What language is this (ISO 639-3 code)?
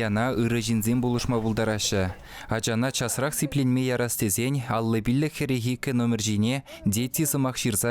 chv